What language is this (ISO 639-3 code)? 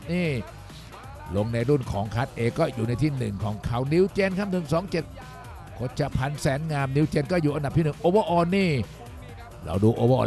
tha